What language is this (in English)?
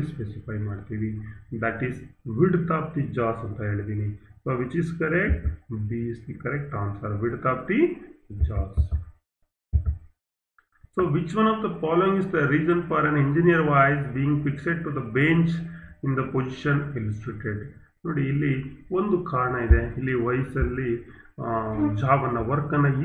Kannada